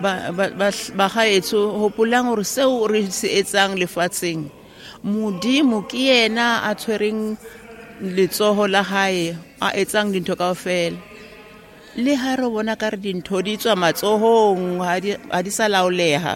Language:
Southern Sotho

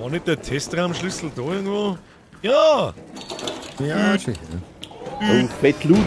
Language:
Bavarian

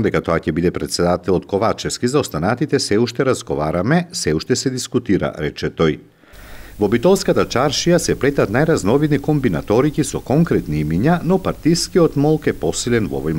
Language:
Macedonian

